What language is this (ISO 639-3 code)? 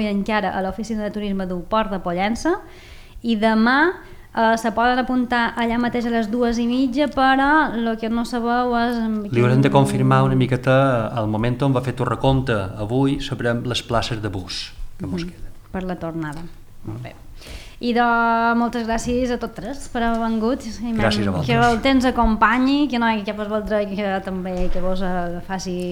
cat